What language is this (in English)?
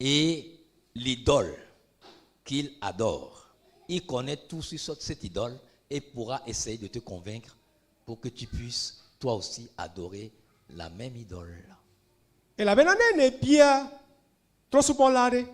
Ewe